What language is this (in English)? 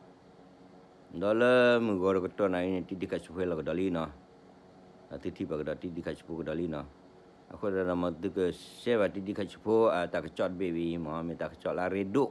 S'gaw Karen